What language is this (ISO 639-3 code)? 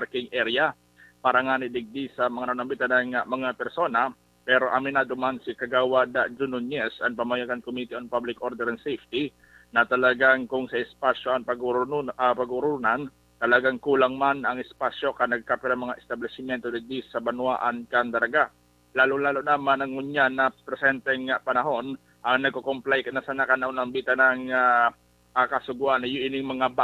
bik